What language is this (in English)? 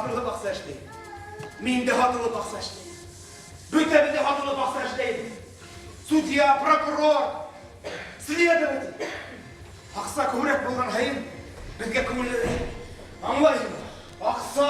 Bashkir